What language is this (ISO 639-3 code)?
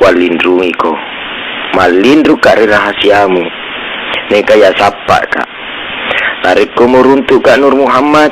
bug